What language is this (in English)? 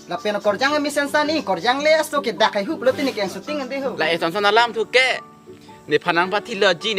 Karbi